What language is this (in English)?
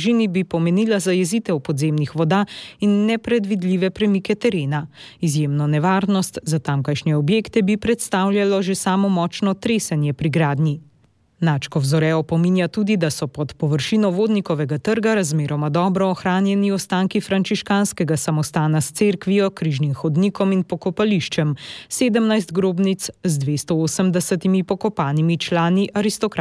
Slovenian